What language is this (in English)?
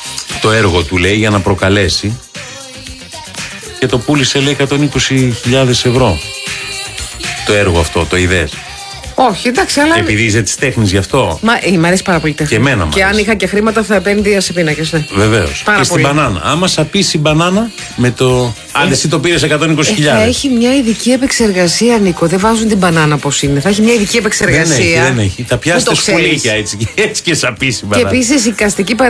Greek